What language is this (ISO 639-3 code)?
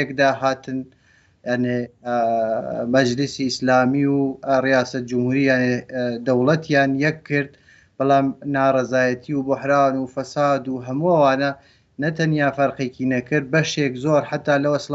ckb